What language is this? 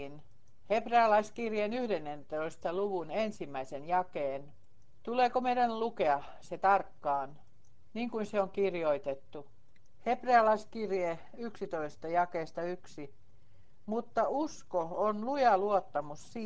Finnish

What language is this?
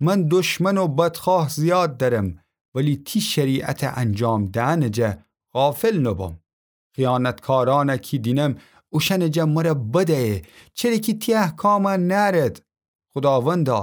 Gilaki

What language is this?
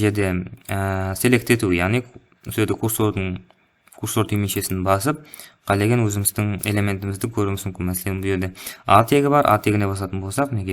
Kara-Kalpak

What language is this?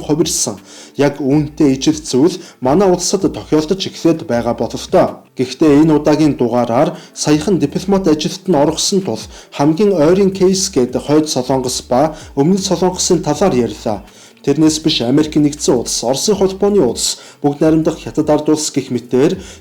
Mongolian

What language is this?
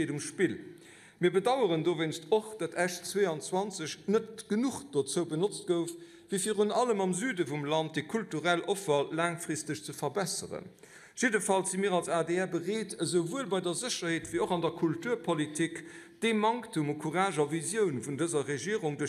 Luxembourgish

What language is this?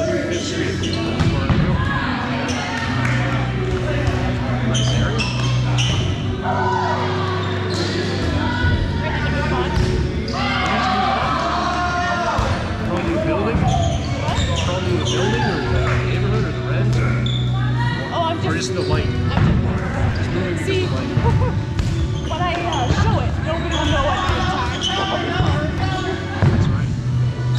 English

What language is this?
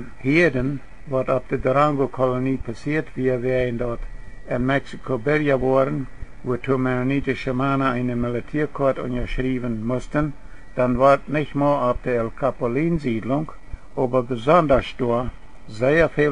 Plautdietsch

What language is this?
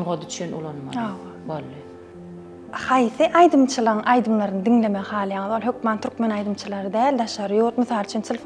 Turkmen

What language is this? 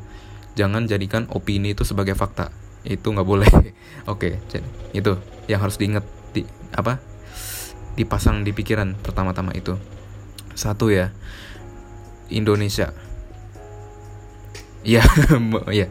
Indonesian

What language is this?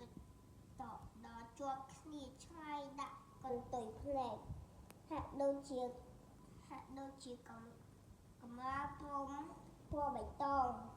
Khmer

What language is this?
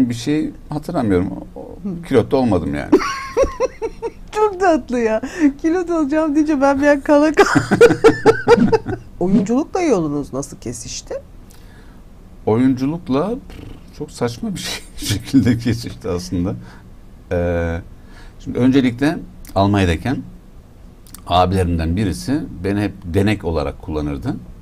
Turkish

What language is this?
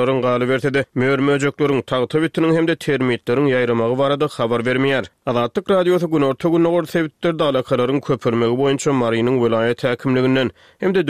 Turkmen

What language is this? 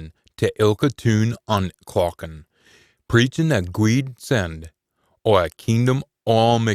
Scots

